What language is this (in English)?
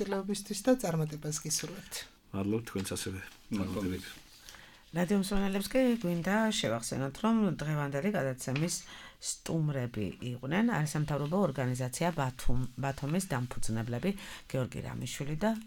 Georgian